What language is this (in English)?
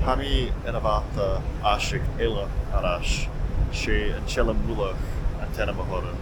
Scottish Gaelic